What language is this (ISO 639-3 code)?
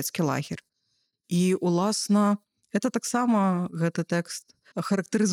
bel